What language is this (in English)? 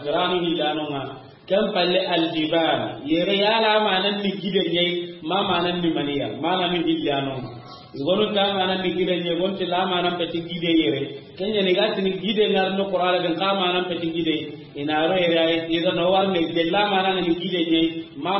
Soninke